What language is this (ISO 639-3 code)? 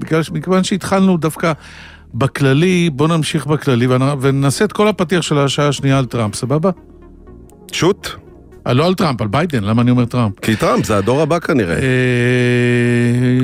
heb